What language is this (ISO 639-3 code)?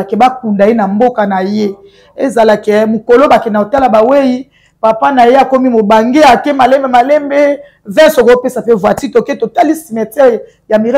lin